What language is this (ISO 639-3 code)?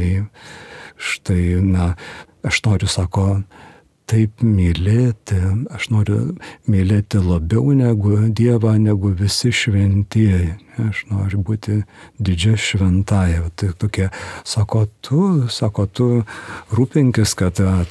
lit